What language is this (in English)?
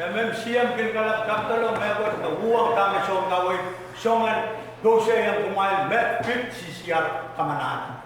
Pohnpeian